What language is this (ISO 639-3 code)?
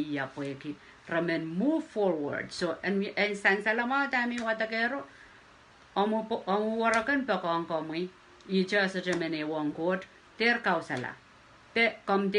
pon